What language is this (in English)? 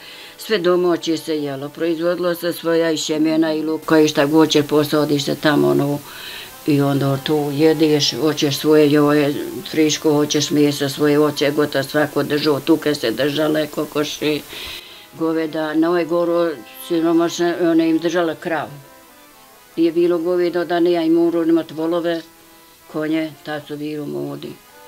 Bosnian